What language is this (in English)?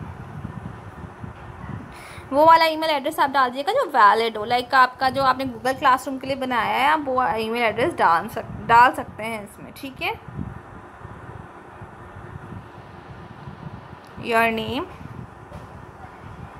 Hindi